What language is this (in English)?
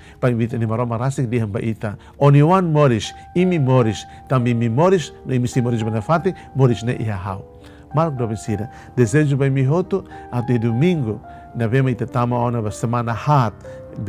Tetum